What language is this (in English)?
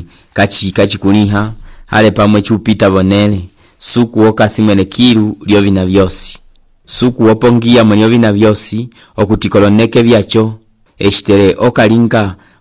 Umbundu